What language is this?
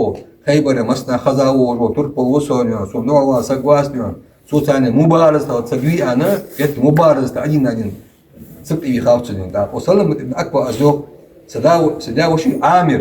Ingush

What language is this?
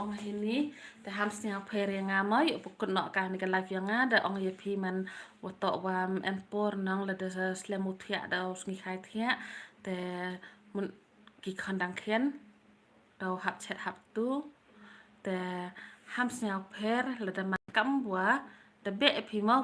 Khasi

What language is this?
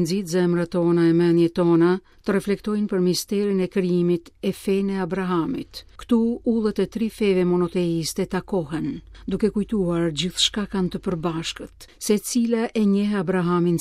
Albanian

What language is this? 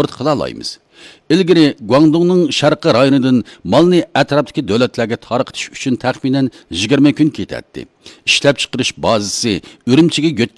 Uyghur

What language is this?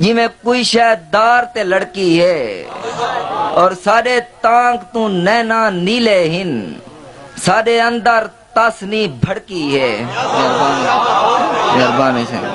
Saraiki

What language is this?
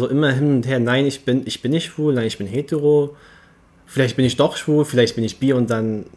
German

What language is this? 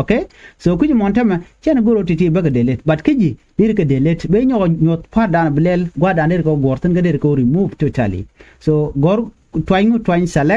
Nuer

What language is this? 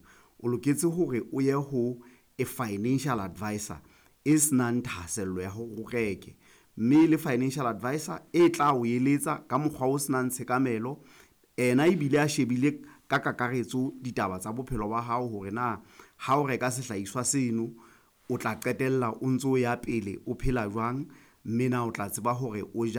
Southern Sotho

